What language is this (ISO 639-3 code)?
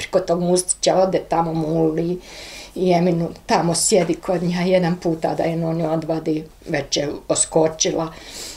bos